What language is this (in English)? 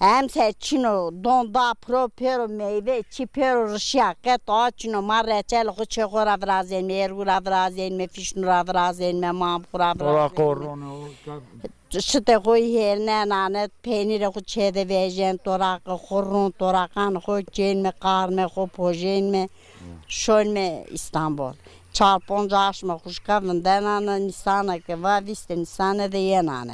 Zaza